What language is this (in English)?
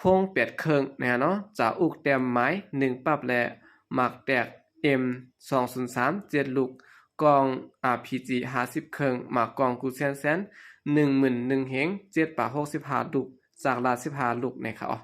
Shan